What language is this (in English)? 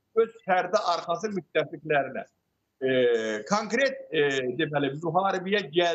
Azerbaijani